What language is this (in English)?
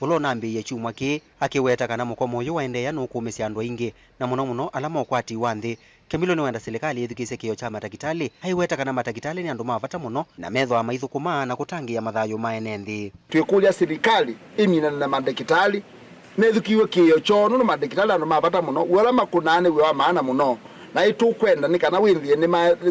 Kamba